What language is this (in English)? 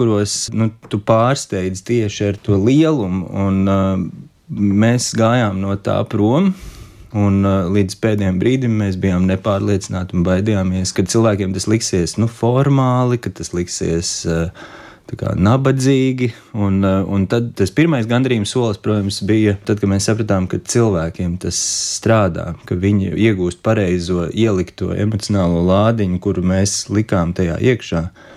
Latvian